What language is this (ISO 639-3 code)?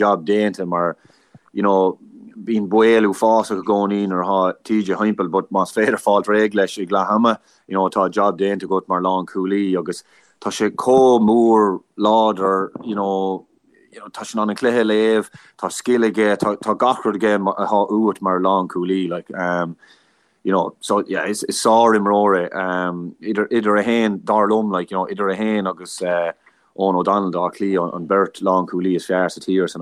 gle